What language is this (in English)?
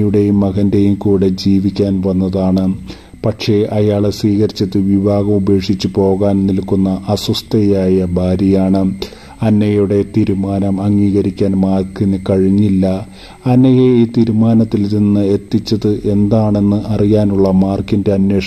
Malayalam